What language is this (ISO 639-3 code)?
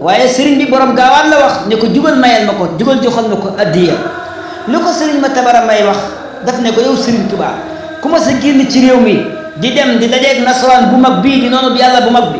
wol